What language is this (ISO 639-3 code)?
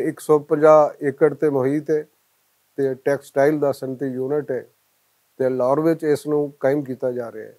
lah